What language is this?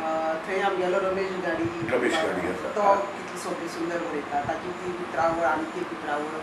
Konkani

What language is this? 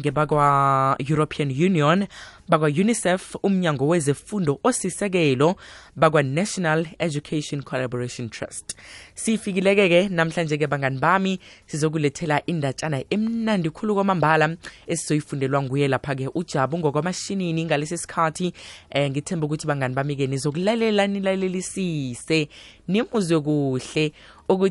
South Ndebele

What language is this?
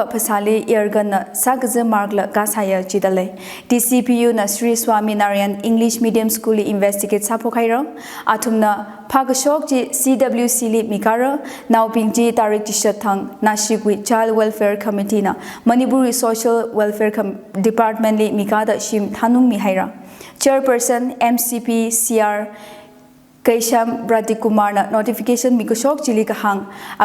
Tangkhul Naga (India)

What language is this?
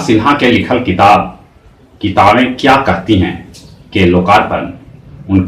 Magahi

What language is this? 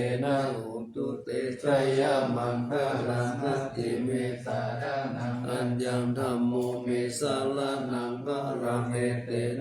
Pali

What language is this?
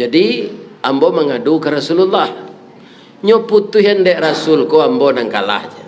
Minangkabau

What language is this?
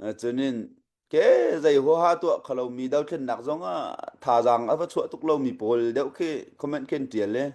Hakha Chin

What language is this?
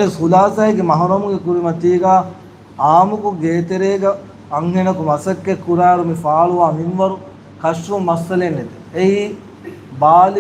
Divehi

